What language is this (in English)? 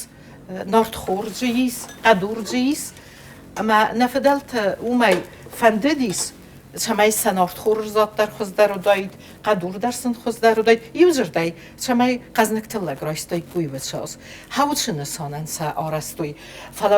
Ossetic